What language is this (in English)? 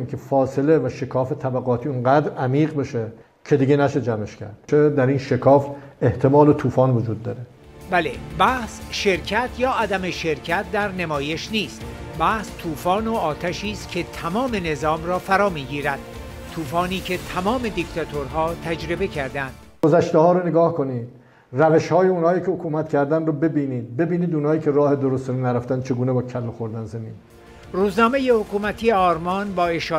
Persian